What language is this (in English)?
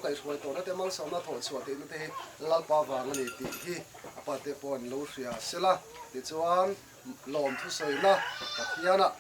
Mizo